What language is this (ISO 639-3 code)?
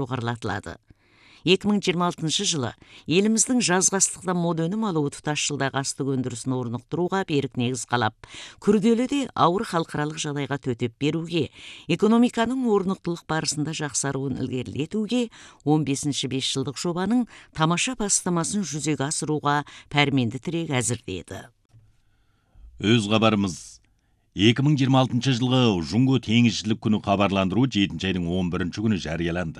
kaz